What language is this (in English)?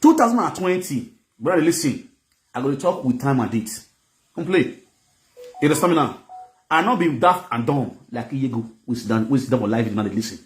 Nigerian Pidgin